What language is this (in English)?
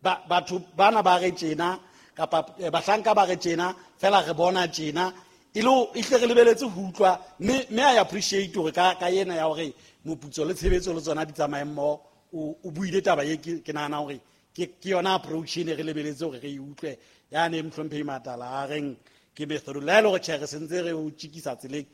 Southern Sotho